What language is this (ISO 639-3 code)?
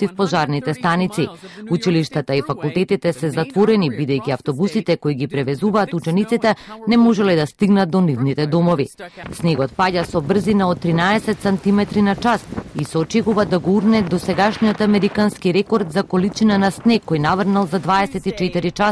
mkd